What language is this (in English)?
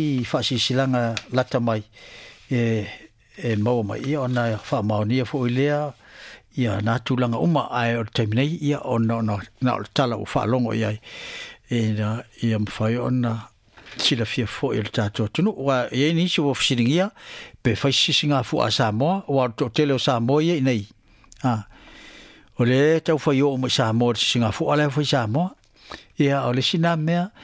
Samoan